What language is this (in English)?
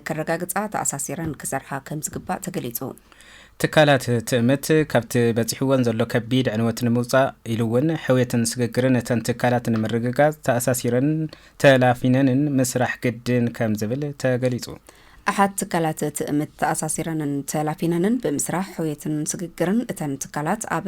Tigrinya